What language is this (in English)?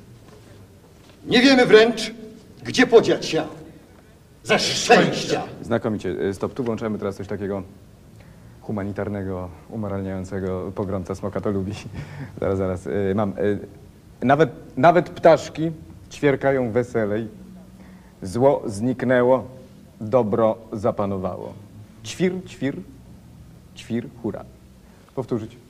Polish